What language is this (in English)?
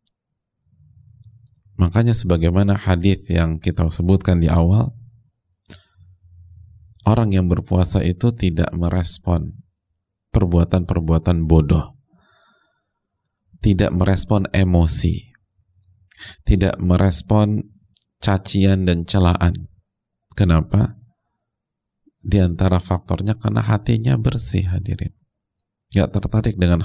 Indonesian